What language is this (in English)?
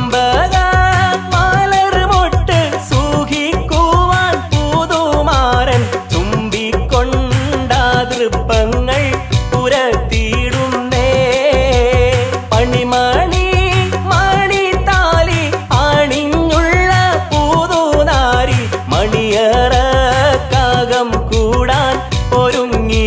Malayalam